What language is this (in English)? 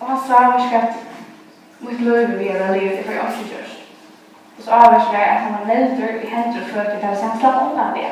Faroese